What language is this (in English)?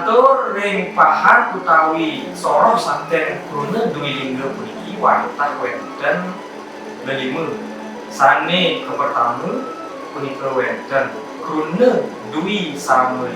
Balinese